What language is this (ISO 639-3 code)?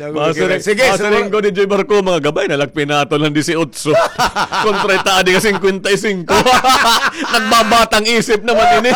war